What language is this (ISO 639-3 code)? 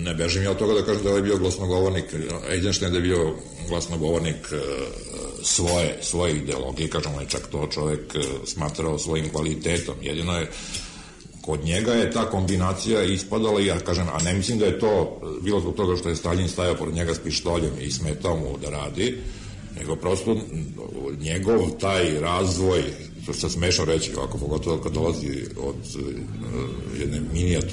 srp